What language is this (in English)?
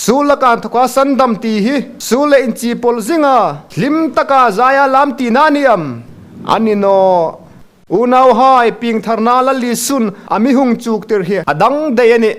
Hmar